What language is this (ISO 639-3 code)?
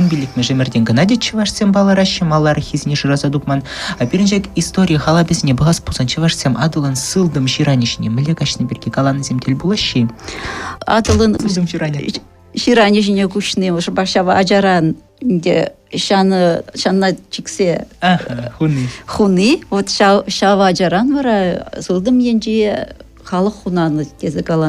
chv